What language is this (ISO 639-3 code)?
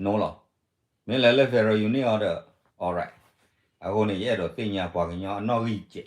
ksw